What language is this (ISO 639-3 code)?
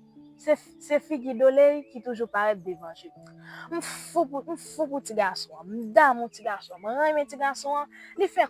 hat